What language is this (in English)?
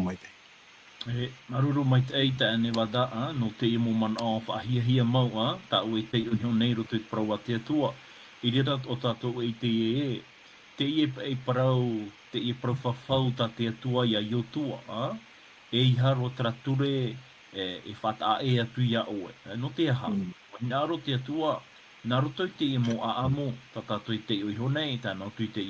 Tahitian